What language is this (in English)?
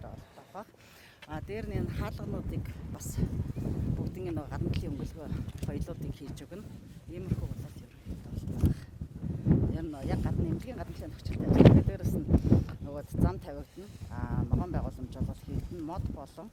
Mongolian